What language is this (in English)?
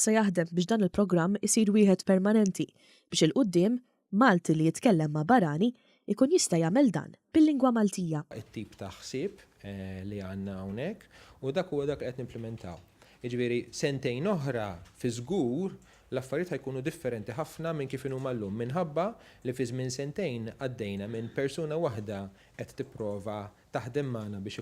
Maltese